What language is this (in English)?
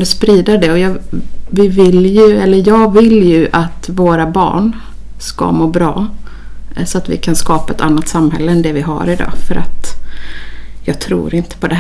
Swedish